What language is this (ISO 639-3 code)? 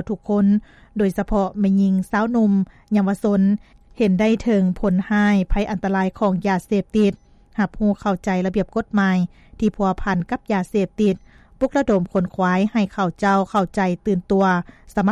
lao